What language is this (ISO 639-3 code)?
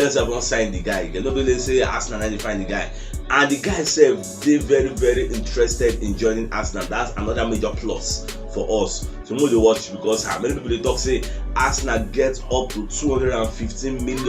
pcm